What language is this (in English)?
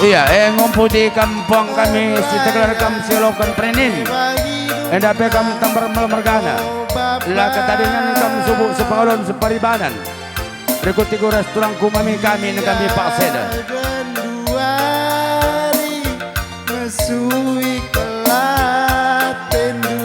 Batak Karo